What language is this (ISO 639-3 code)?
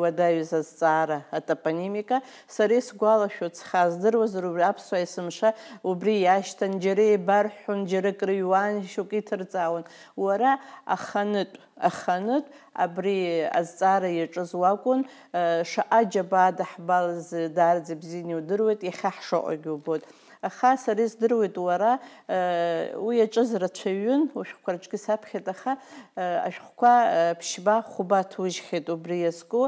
abk